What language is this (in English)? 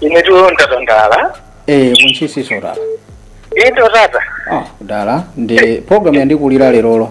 Nyanja